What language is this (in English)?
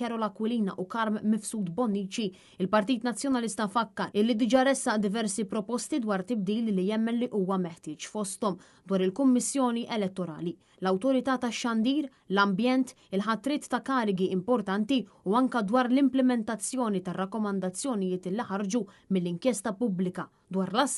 Maltese